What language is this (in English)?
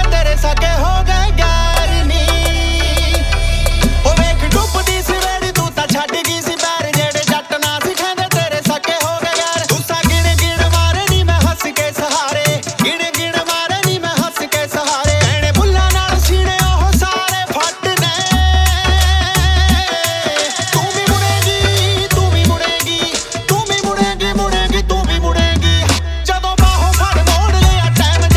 Punjabi